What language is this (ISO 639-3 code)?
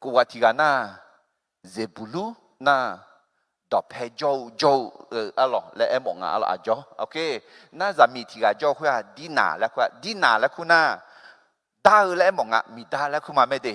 ahk